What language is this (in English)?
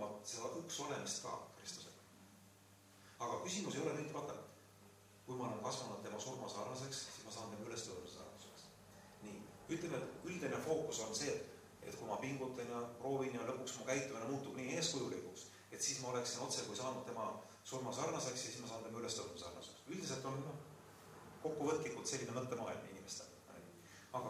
Estonian